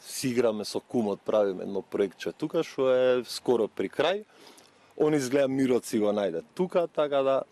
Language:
Macedonian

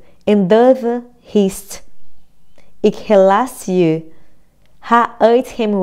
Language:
Dutch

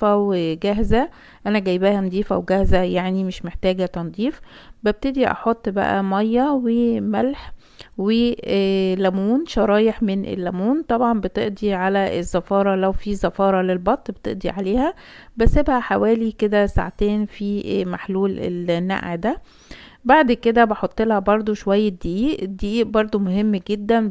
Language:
Egyptian Arabic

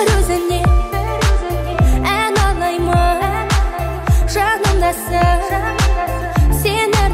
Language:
Kazakh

